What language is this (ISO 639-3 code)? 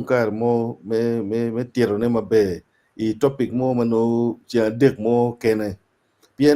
ach